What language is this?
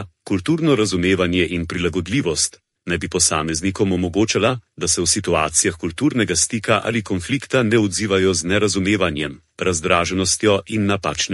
Slovenian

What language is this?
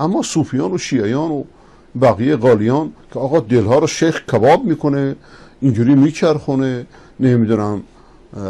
Persian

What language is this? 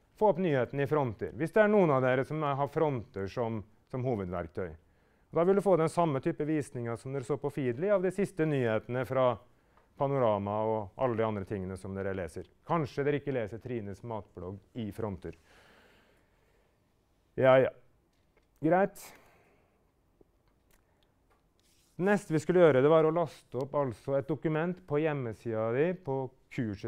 Norwegian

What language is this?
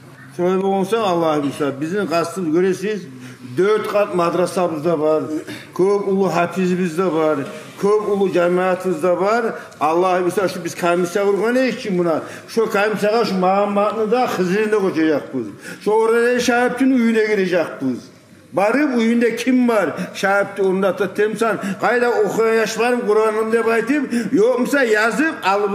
Kumyk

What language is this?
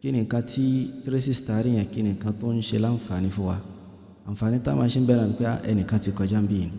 Yoruba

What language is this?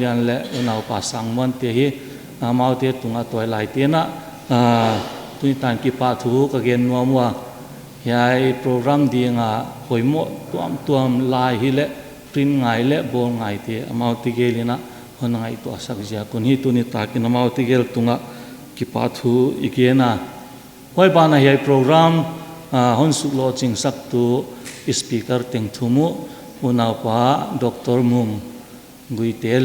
Paite Chin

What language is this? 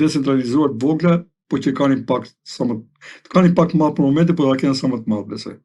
Albanian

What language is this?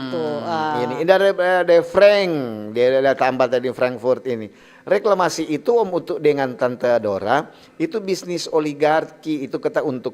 Manado Malay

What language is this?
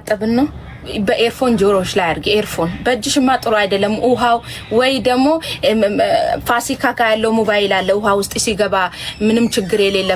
Amharic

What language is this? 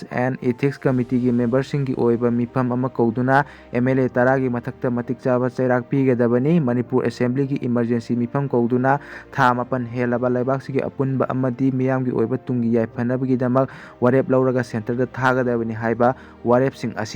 Manipuri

